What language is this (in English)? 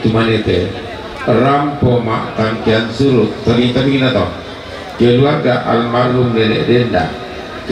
Toraja-Sa'dan